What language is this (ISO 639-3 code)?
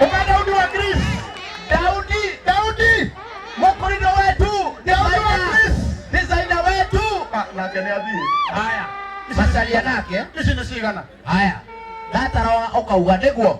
kik